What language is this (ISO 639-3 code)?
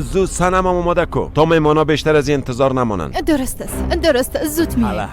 fas